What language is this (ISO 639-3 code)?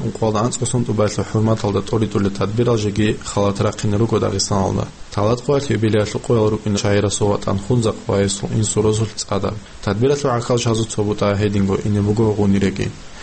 ava